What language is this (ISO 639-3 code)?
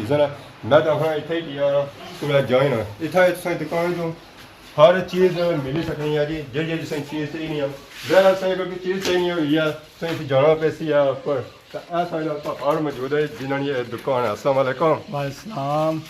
phr